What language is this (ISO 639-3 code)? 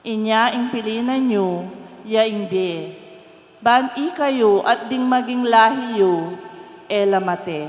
pam